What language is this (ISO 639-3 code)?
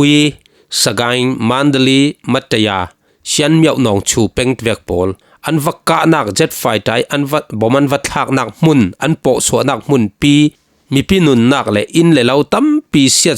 cfm